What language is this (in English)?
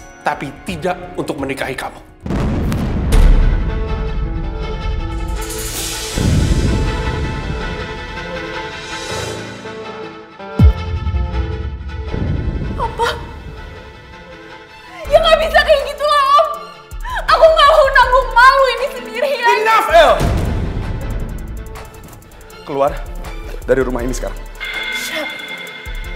Indonesian